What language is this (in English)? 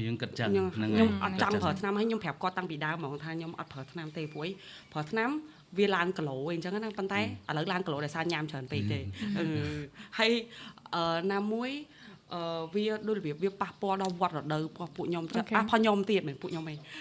Khmer